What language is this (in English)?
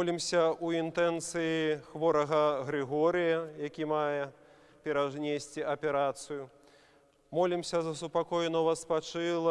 Belarusian